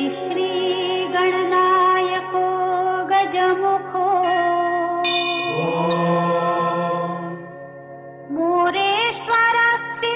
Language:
Marathi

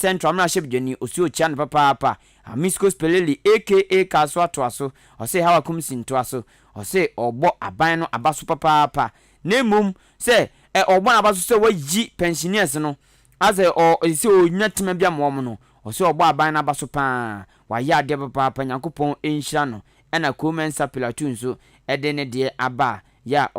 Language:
Akan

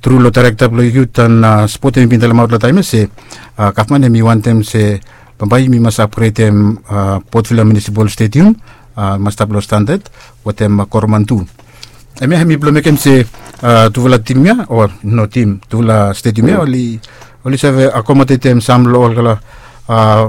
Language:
Bislama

